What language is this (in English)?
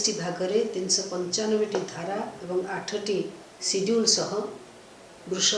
Odia